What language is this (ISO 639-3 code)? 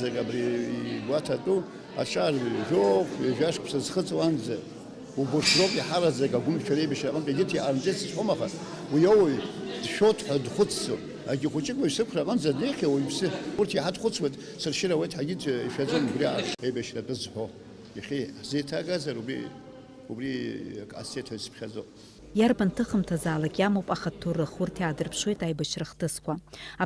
abk